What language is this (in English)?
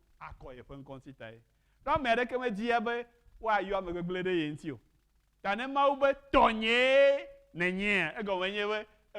Ewe